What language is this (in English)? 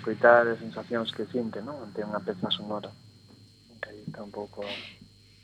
Galician